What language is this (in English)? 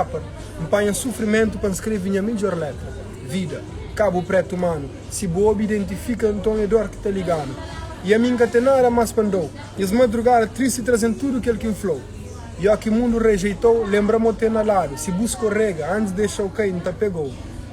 Kabuverdianu